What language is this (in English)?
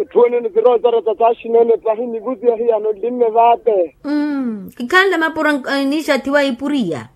Makhuwa